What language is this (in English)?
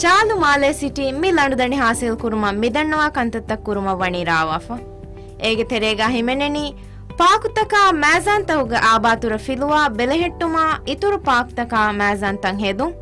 Divehi